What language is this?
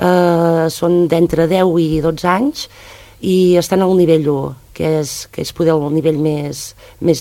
Catalan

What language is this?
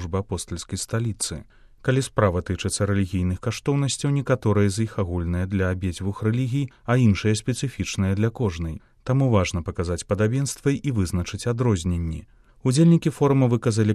Belarusian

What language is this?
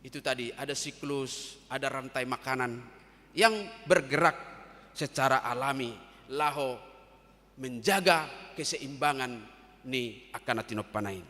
Batak Toba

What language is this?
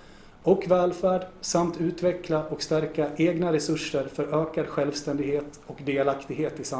Swedish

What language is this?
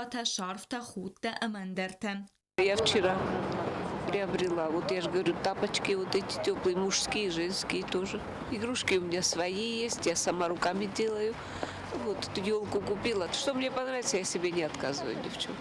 Ossetic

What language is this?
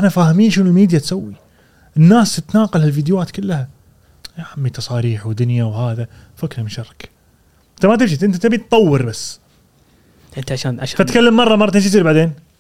Gulf Arabic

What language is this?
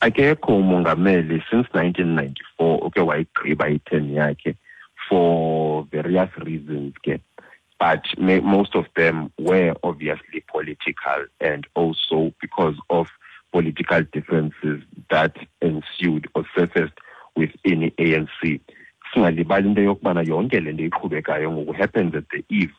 Xhosa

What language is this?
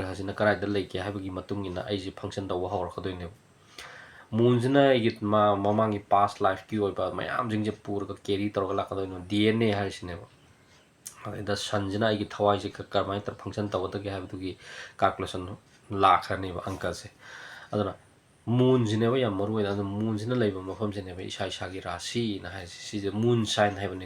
Manipuri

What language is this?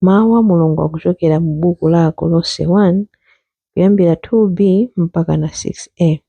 Nyanja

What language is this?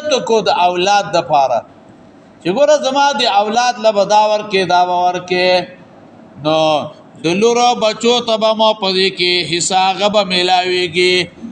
Pashto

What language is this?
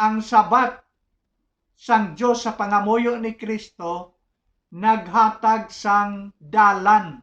Hiligaynon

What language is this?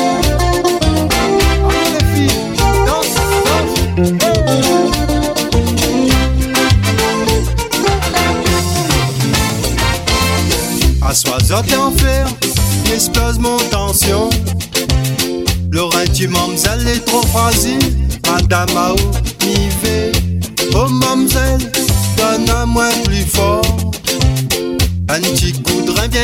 French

